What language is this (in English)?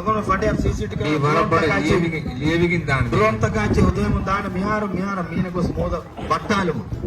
Divehi